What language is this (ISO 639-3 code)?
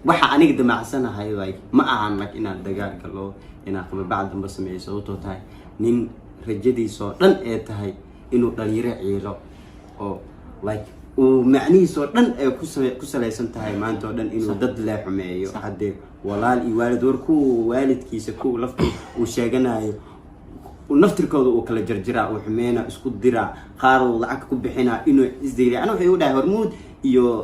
som